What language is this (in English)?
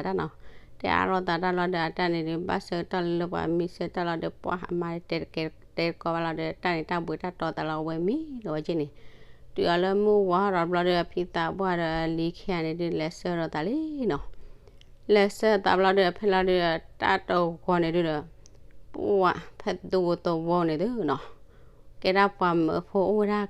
S'gaw Karen